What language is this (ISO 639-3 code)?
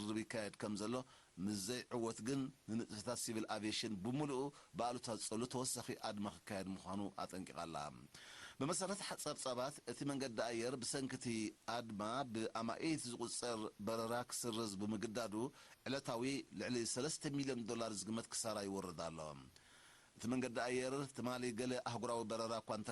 tir